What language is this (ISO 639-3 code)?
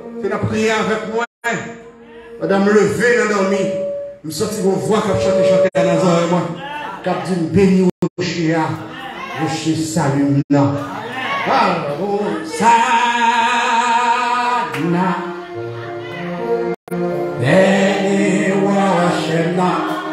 fra